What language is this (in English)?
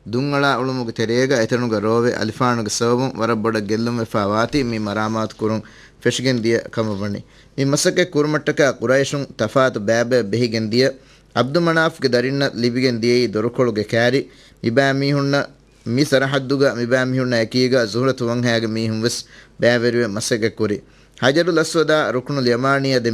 Divehi